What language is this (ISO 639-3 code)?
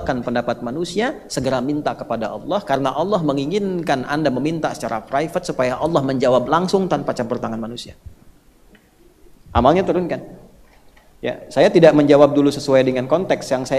ind